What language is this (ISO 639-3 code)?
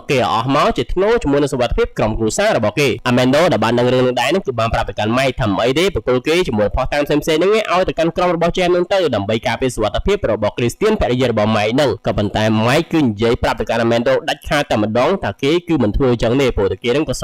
khm